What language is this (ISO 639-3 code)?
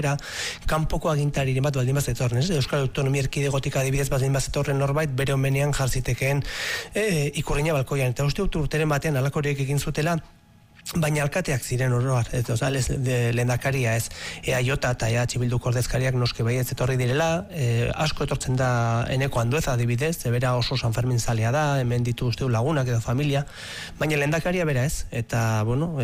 eus